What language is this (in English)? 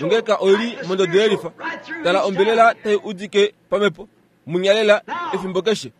Kuanyama